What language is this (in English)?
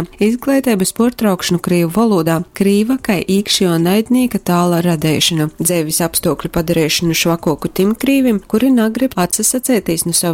Latgalian